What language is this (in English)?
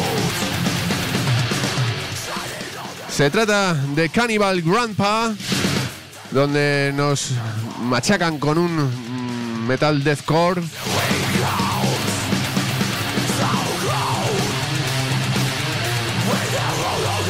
Spanish